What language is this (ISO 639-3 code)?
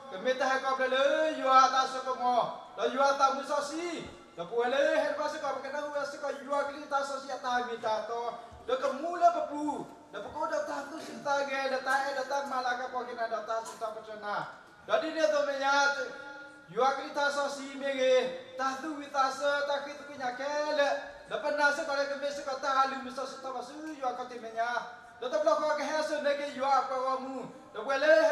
ksw